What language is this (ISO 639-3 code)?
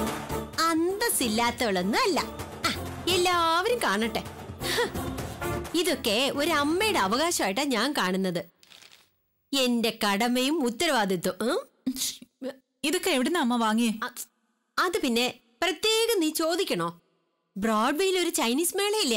mal